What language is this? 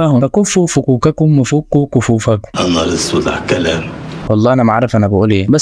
Egyptian Arabic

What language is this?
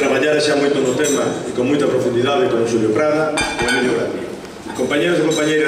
Galician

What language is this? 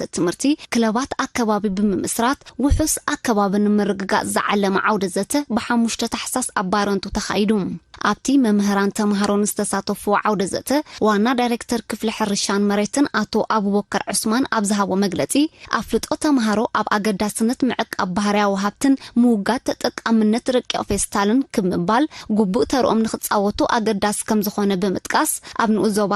Tigrinya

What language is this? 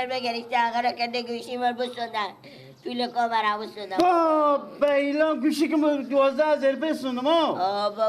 Persian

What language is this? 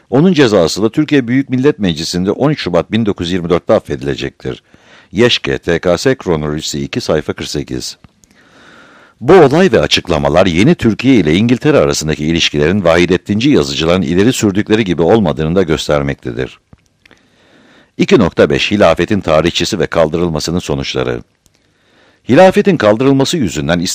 Turkish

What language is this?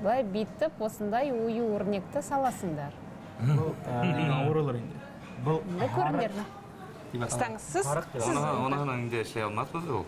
Bashkir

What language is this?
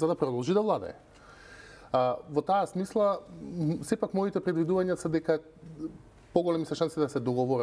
Macedonian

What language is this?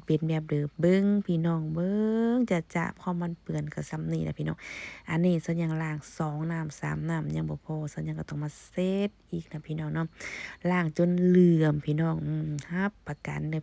Lao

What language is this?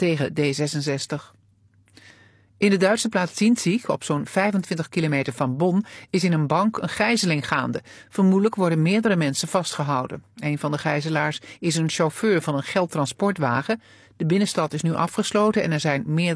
Dutch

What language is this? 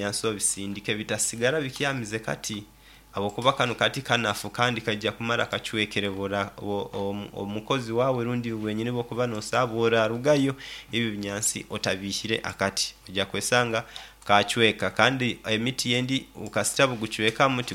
Nyoro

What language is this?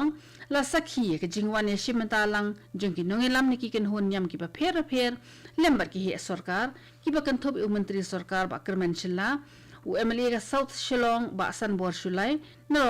Khasi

